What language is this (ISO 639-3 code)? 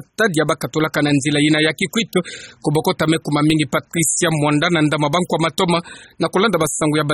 ktu